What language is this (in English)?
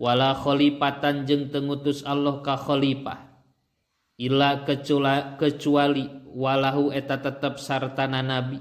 Sundanese